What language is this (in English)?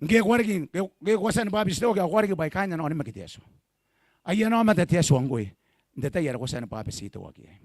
Gilbertese